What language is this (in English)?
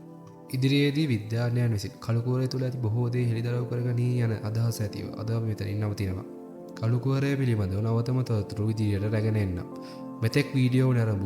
Sinhala